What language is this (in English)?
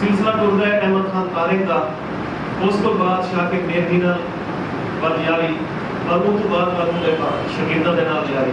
Saraiki